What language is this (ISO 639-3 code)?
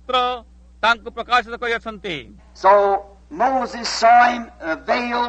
ori